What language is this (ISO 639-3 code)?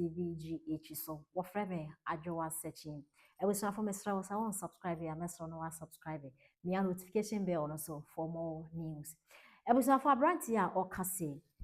aka